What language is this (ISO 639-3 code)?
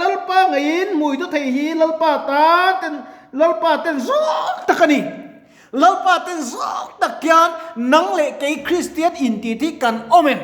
lus